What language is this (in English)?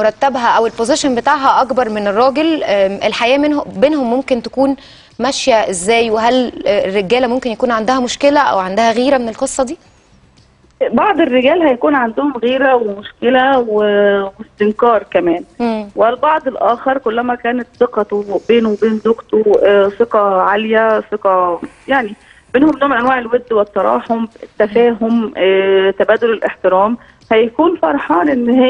Egyptian Arabic